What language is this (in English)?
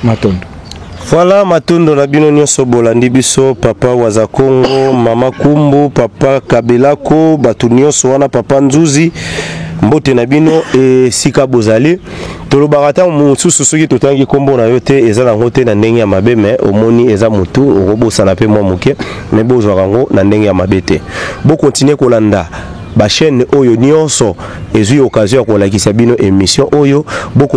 Lingala